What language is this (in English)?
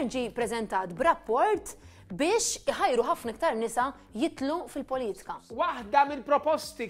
Maltese